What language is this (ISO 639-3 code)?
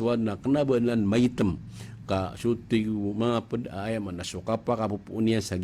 mrw